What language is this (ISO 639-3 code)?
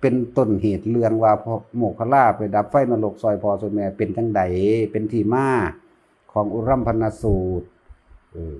tts